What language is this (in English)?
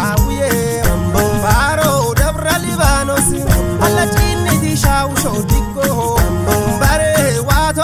Kafa